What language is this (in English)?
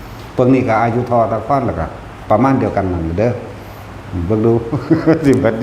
Northeastern Thai